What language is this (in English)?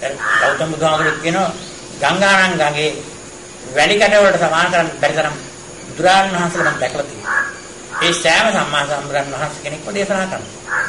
Sinhala